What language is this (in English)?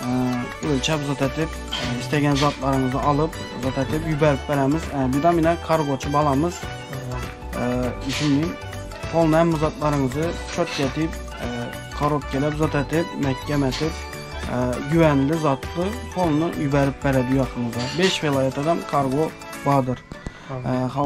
Turkmen